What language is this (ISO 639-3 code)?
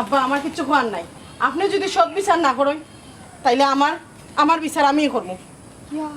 syl